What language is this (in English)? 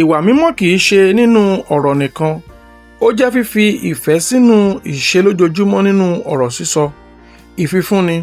Yoruba